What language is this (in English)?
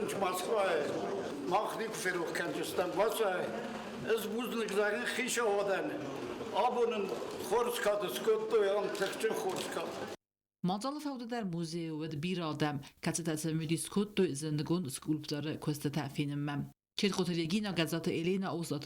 Ossetic